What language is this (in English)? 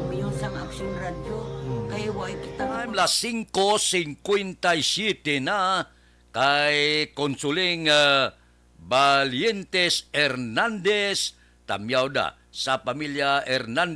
Hiligaynon